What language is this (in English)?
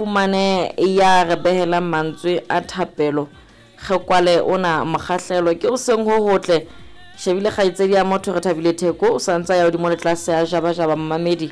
Southern Sotho